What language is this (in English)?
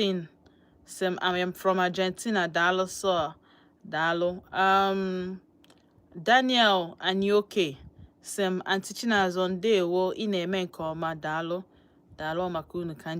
Igbo